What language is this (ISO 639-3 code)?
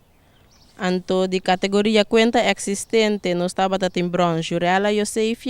pap